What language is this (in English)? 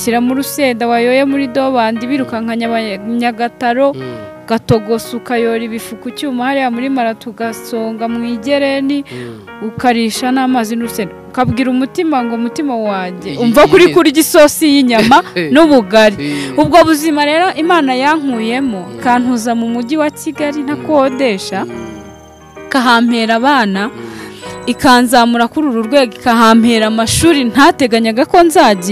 Kinyarwanda